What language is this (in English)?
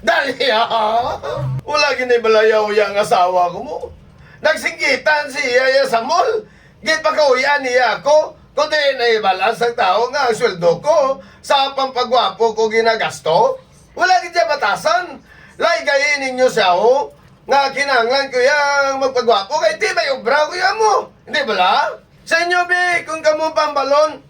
Hiligaynon